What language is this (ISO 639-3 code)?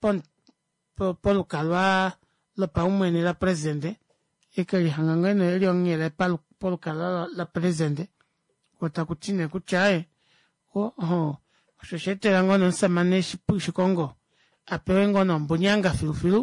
kua